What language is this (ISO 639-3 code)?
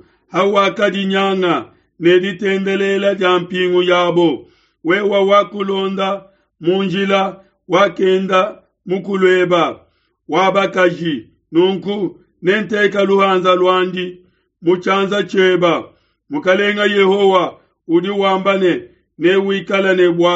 lua